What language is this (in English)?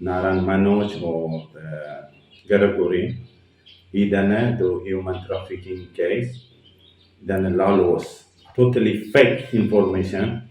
Tetum